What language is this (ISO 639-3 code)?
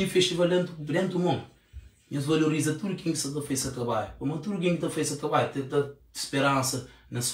kea